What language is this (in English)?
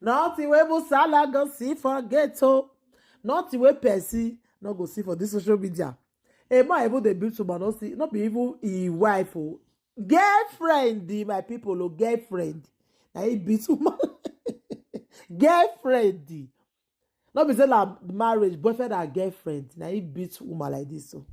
Nigerian Pidgin